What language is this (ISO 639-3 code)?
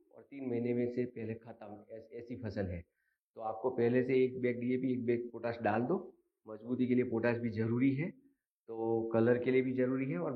hin